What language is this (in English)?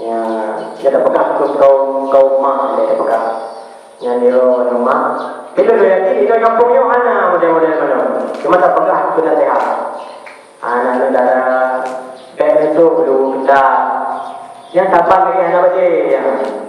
Achinese